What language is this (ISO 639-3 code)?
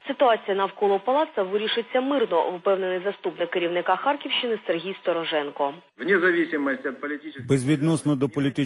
ukr